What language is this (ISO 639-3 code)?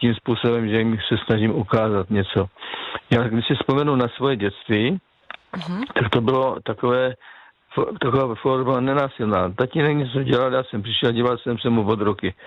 ces